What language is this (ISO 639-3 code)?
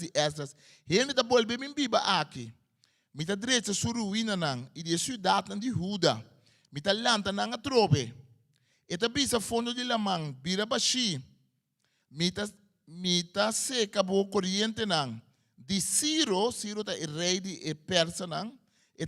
pap